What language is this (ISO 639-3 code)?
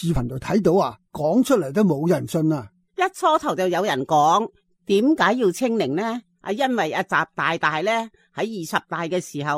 yue